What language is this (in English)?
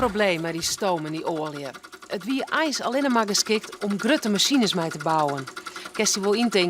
Western Frisian